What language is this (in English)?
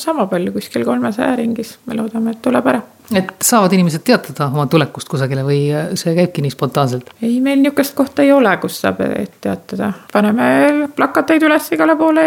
Estonian